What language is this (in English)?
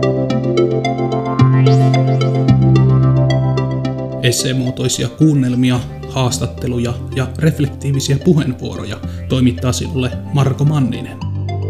Finnish